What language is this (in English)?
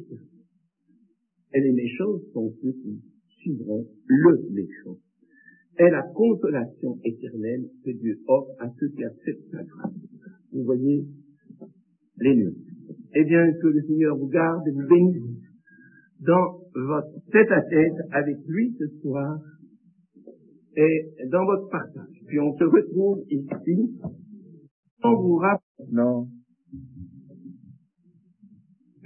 French